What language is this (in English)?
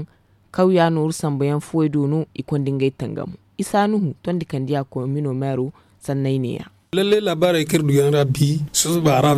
Zarma